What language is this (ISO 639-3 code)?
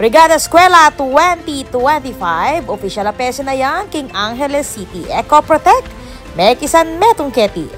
pam